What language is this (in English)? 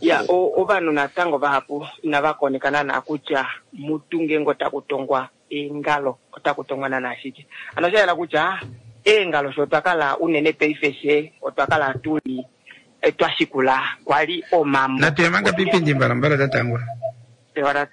Kuanyama